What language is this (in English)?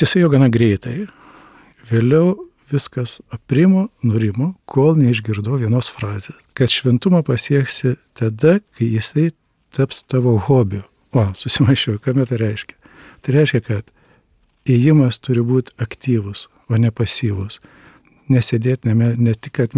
Lithuanian